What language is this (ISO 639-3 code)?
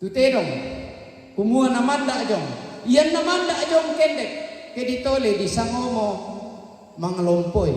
sda